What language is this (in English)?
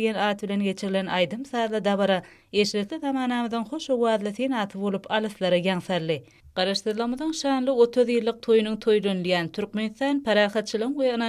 Turkmen